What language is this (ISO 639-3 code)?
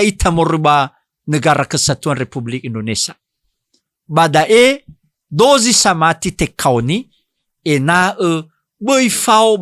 nia